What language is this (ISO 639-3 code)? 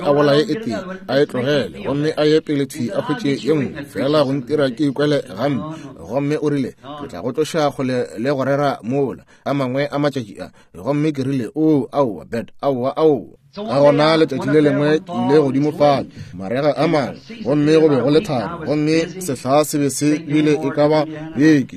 nso